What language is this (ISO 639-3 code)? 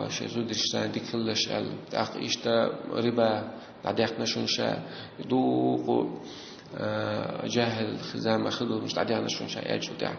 che